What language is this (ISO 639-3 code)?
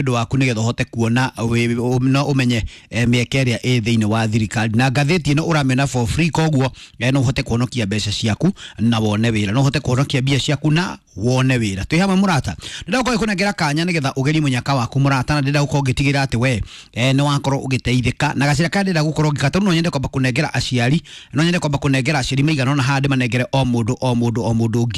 kik